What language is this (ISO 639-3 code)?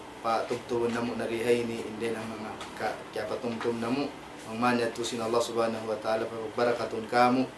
tsg